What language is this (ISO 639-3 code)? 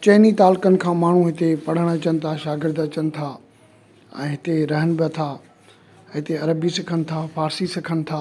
snd